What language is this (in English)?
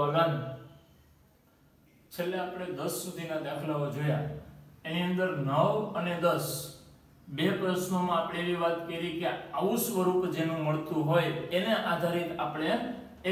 Gujarati